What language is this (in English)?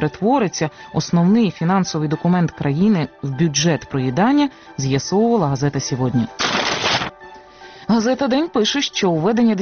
Ukrainian